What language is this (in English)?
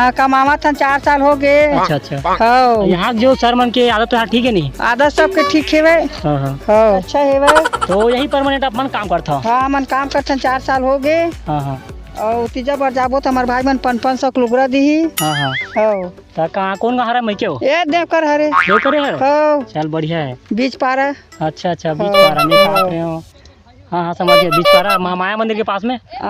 Chhattisgarhi